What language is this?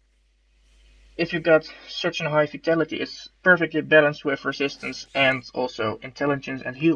English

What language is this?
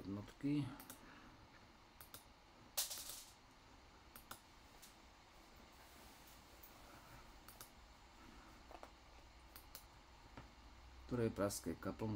Slovak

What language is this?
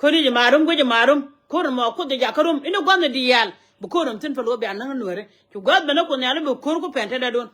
Nuer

